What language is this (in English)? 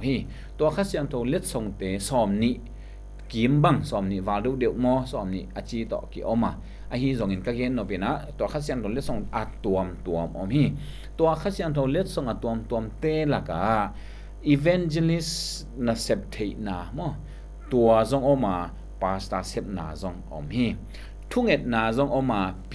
Tedim Chin